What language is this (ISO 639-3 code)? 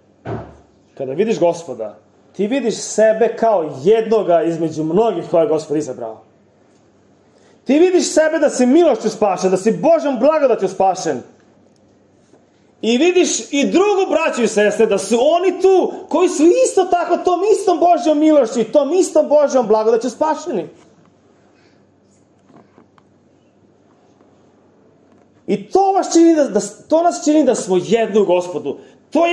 srp